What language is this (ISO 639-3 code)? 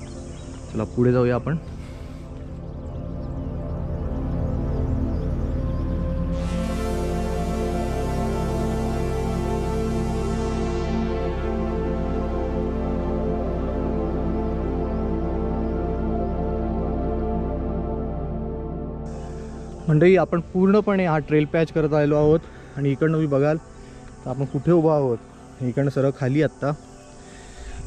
mar